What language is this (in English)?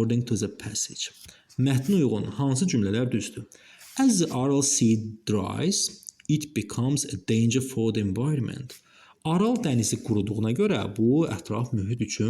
Azerbaijani